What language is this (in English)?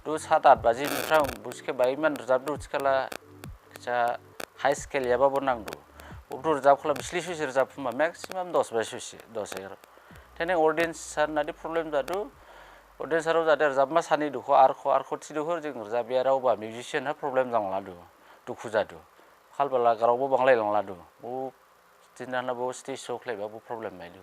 Dimasa